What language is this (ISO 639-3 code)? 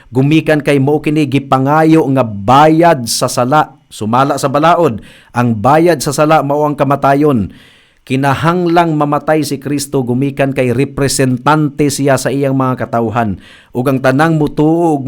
ceb